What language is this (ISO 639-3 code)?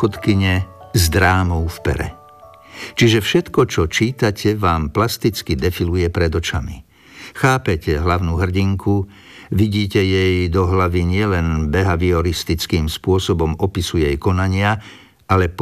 slk